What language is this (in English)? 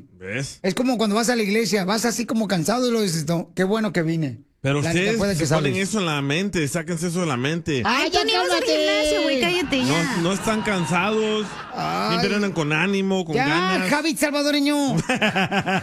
Spanish